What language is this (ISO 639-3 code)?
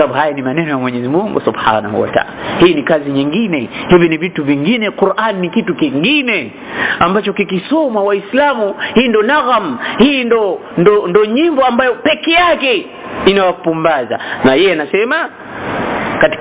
swa